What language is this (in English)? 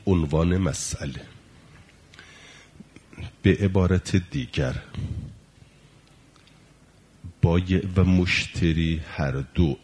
Persian